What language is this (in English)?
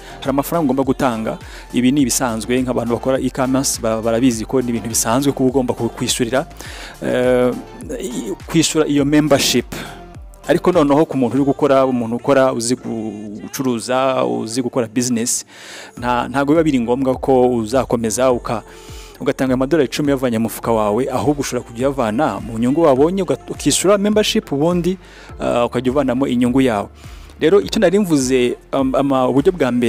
Kinyarwanda